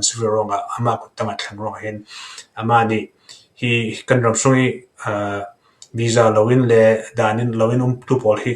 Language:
Falam Chin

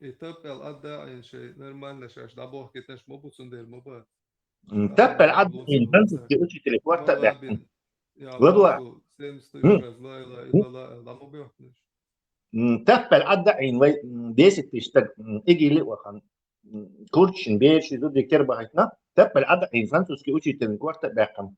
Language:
Chechen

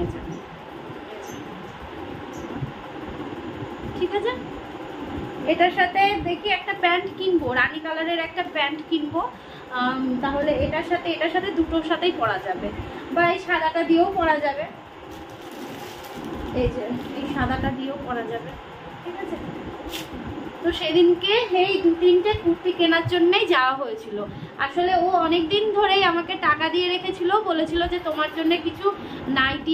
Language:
Bangla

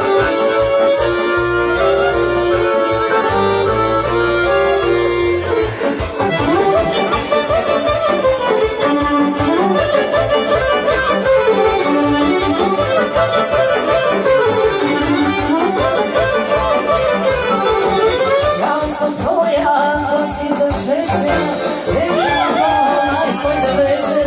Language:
Serbian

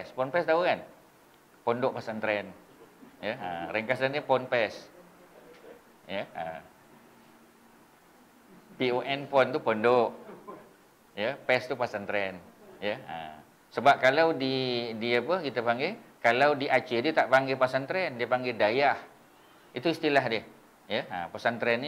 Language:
Malay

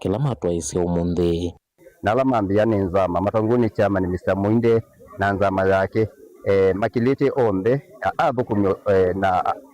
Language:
Kamba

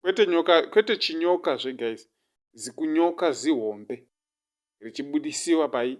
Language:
Shona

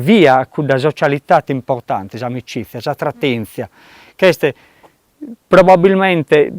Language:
Sardinian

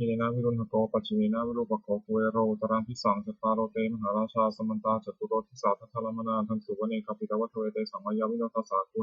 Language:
Pali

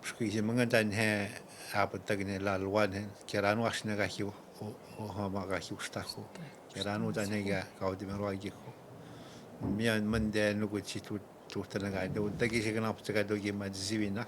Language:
Atikamekw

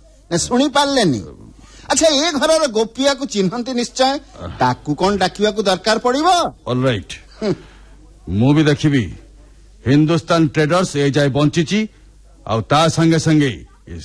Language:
Odia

